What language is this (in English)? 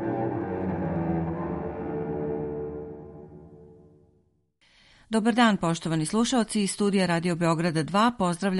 Serbian